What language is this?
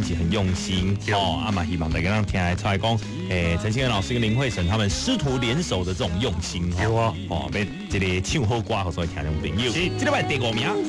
Min Nan Chinese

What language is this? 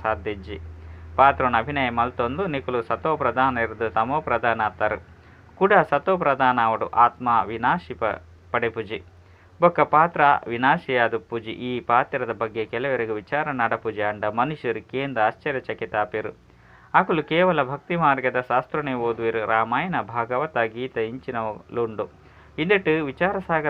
Tulu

